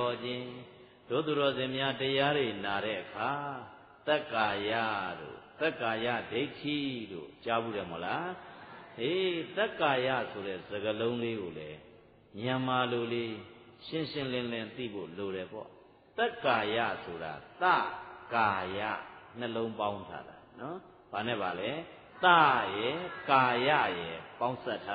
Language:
Burmese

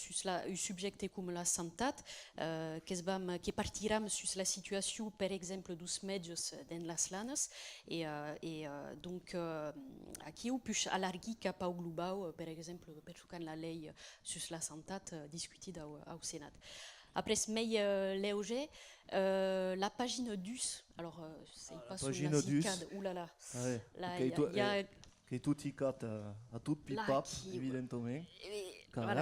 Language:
Occitan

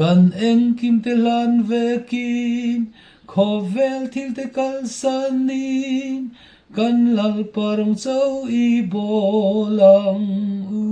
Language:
Mizo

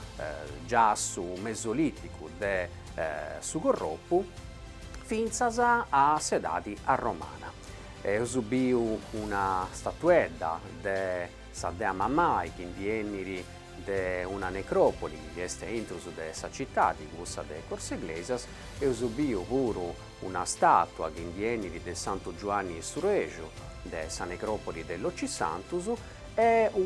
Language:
Sardinian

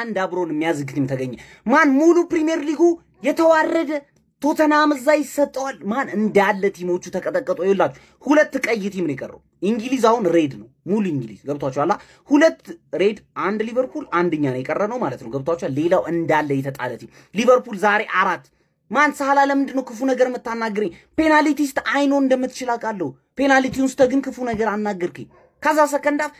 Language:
Amharic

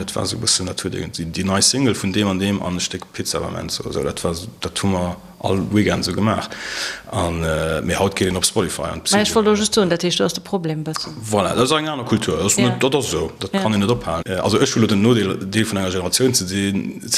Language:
Luxembourgish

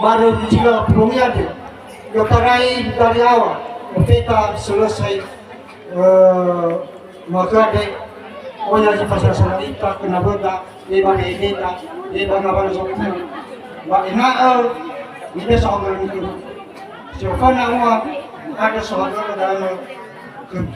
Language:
Nias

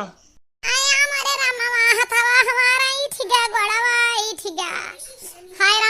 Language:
Awadhi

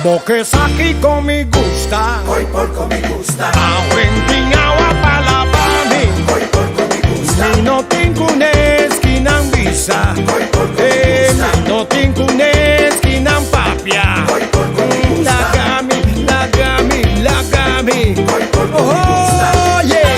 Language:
Papiamento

